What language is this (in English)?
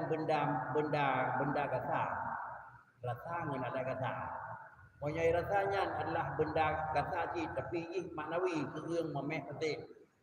Achinese